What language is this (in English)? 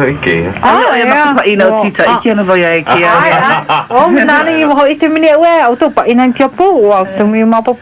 Hawaiian